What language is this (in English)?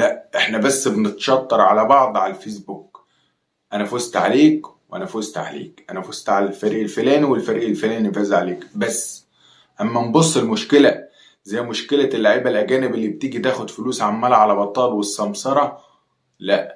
Egyptian Arabic